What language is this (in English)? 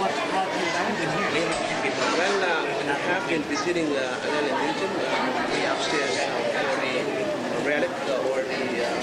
Marshallese